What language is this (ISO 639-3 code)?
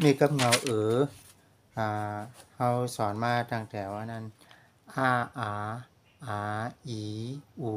shn